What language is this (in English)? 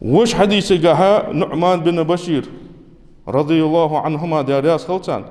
Ingush